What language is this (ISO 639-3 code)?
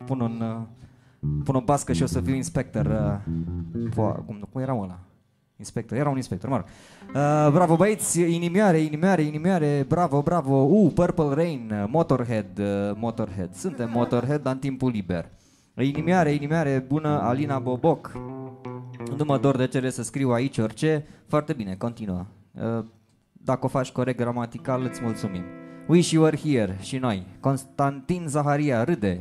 ron